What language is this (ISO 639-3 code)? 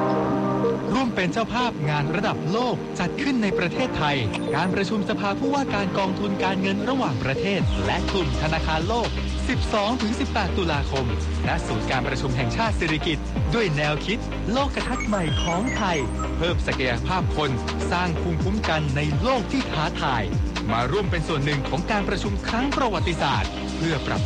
tha